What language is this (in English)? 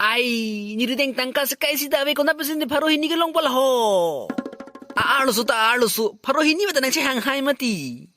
Karbi